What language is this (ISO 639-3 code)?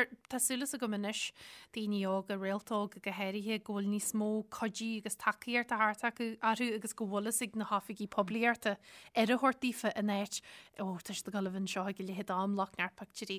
gle